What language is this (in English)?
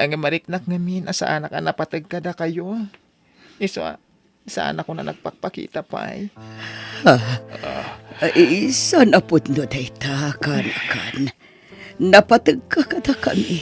Iloko